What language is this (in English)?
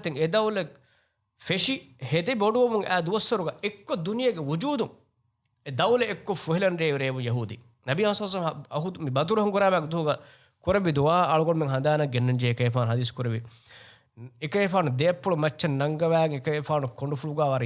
Divehi